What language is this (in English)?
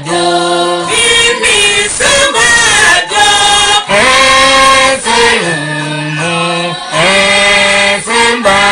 Tiv